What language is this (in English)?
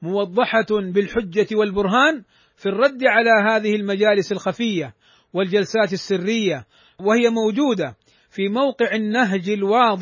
Arabic